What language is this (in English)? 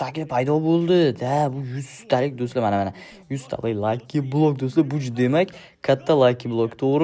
Uzbek